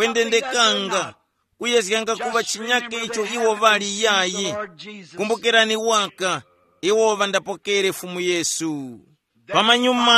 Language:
Tumbuka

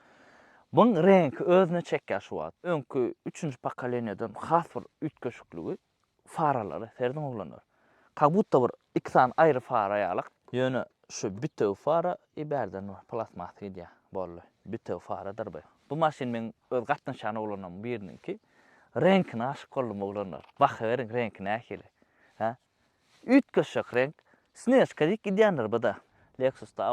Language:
Turkmen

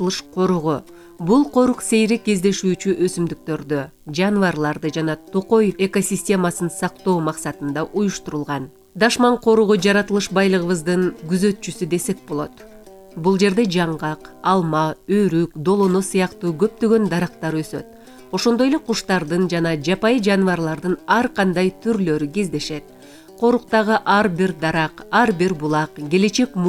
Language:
Kyrgyz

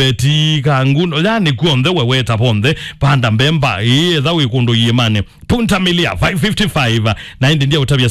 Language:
Kamba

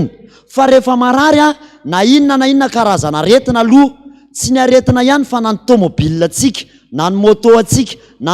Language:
Malagasy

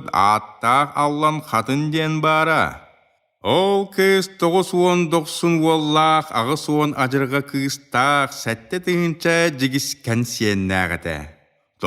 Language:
Yakut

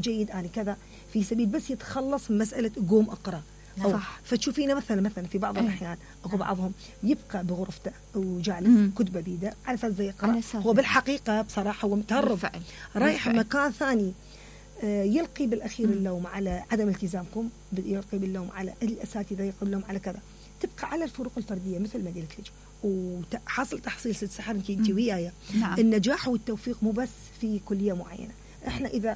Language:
Mesopotamian Arabic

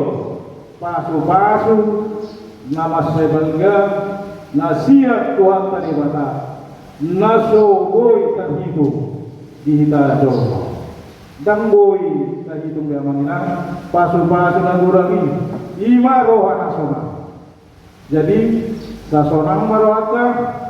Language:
Batak Toba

